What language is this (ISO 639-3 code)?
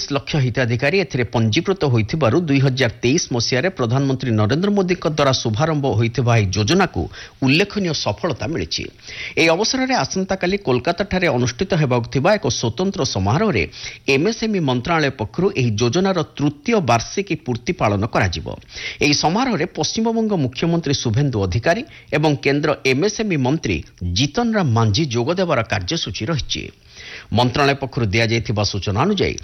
ori